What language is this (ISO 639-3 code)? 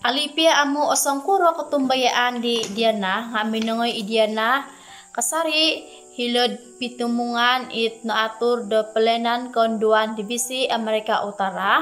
dtp